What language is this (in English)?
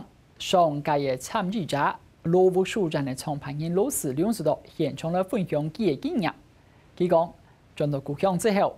Hakka Chinese